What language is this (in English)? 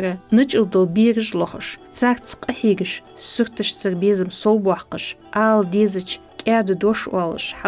Ingush